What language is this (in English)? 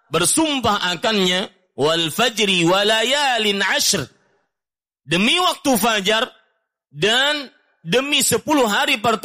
Indonesian